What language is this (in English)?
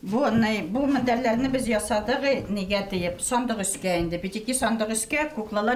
Bashkir